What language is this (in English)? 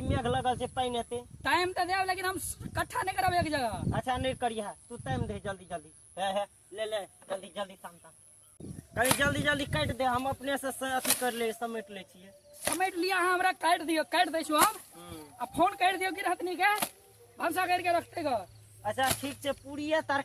Maithili